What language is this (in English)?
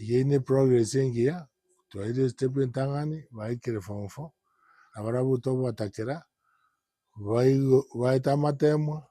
Gusii